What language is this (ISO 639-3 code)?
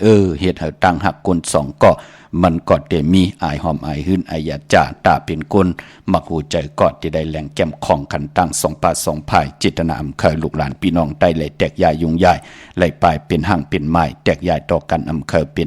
shn